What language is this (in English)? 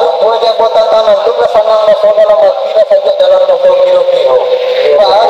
Minangkabau